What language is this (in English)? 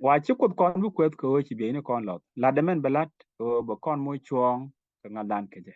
Nuer